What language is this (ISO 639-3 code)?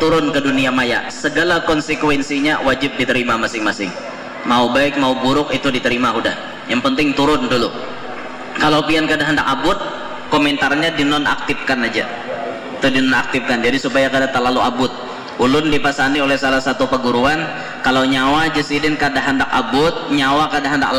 bjn